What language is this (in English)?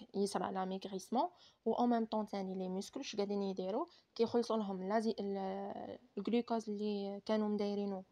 Algerian Arabic